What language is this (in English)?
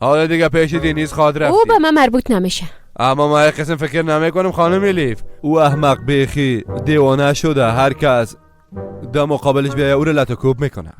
Persian